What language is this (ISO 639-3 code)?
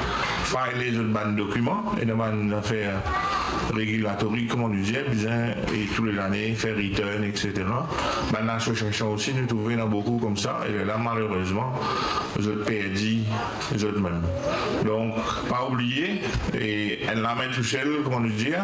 mfe